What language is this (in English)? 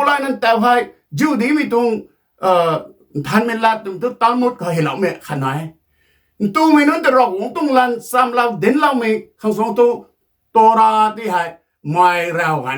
Rongmei Naga